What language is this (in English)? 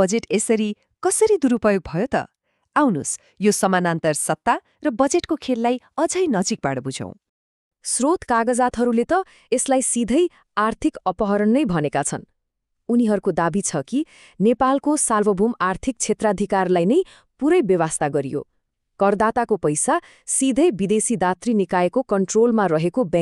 Nepali